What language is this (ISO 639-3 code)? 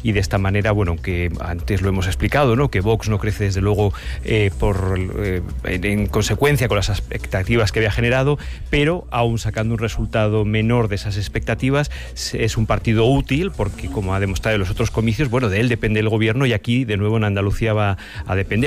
spa